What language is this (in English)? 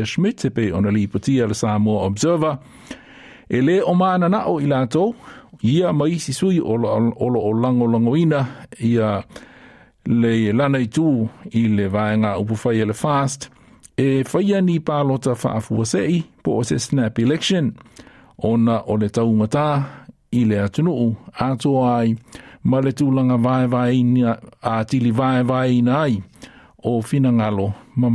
Samoan